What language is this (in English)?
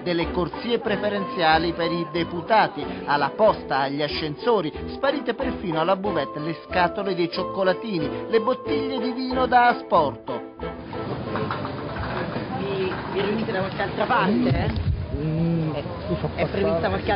Italian